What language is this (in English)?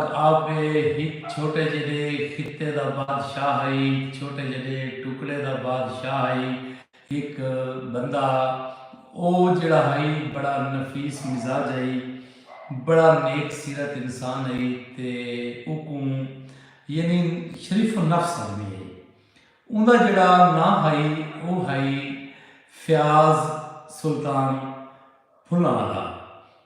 Saraiki